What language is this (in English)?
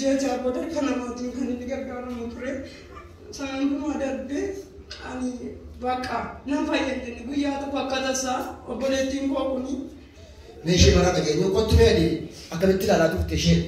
Oromo